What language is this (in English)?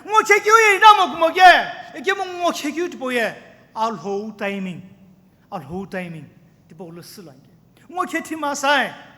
Sumi Naga